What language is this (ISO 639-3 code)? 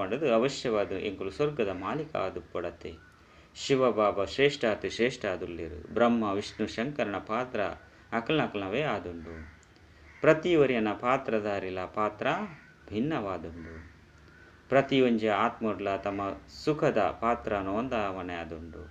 tcy